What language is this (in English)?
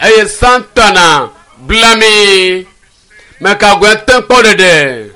Ewe